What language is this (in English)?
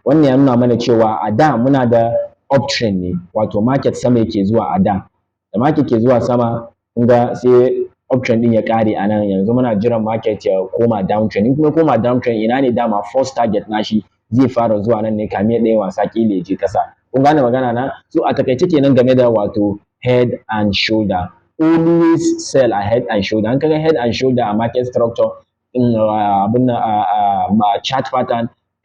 Hausa